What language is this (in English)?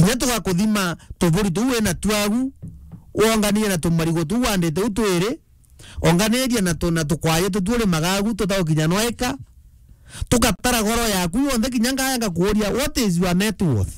Meru